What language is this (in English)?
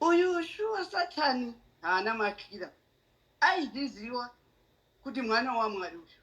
Shona